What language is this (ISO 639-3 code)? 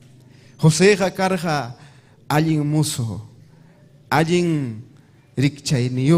quy